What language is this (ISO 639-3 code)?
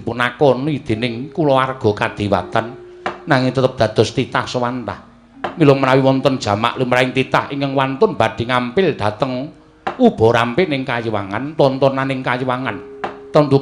jav